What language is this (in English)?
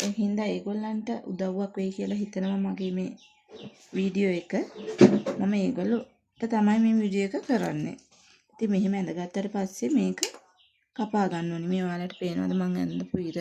Sinhala